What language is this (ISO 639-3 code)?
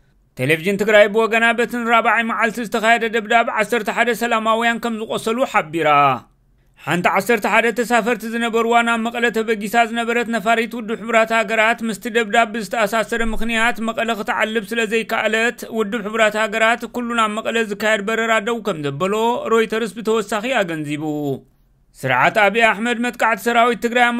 tir